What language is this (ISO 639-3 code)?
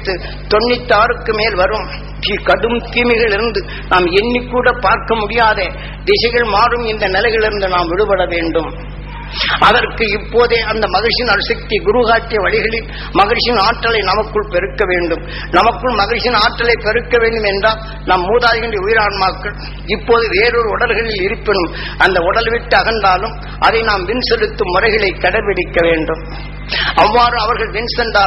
tam